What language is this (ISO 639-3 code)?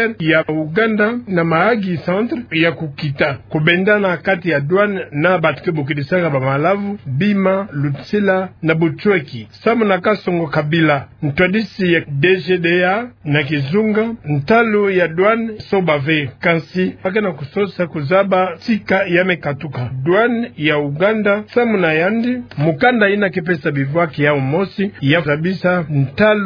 ktu